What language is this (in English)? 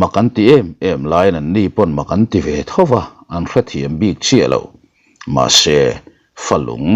Mizo